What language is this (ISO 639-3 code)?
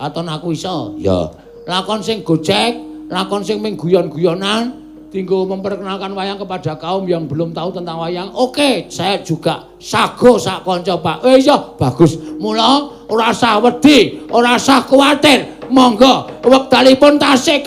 jav